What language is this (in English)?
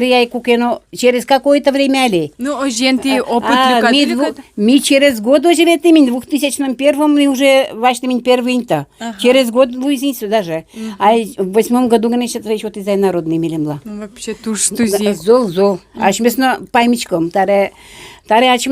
Udmurt